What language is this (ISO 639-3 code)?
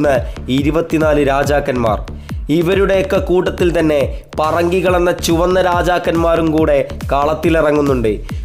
mal